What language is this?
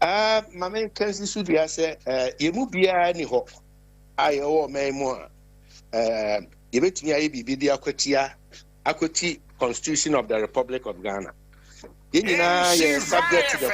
Akan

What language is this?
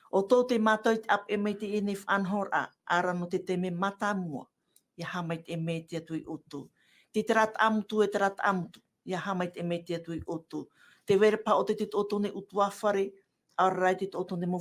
Tahitian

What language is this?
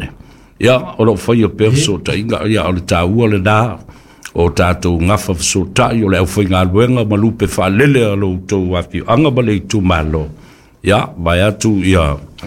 Samoan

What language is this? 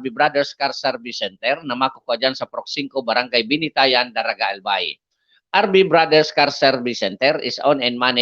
Bikol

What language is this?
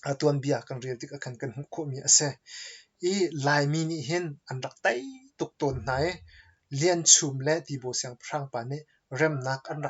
Hakha Chin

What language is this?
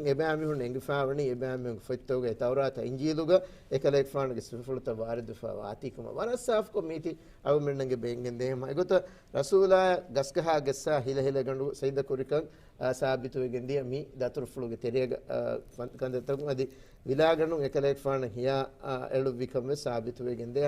Divehi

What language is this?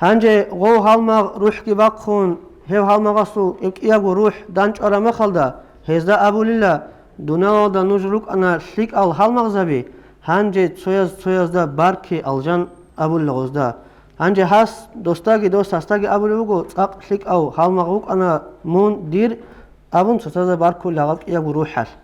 Avaric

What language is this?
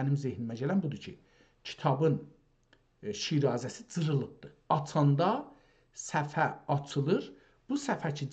South Azerbaijani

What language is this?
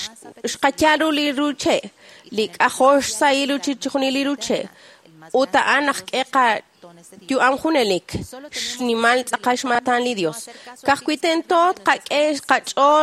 Kekchí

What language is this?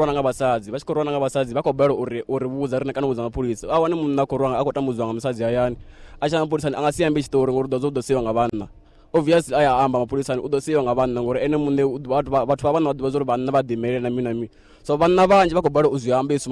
Venda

